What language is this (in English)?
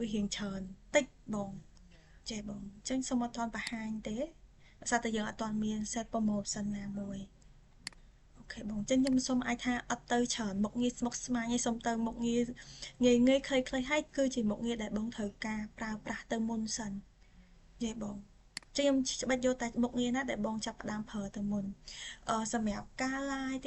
Khmer